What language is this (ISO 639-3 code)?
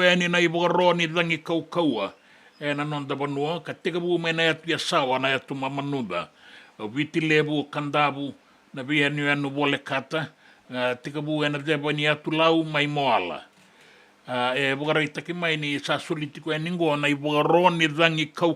fij